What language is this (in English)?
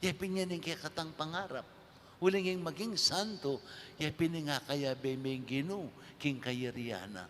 Pampanga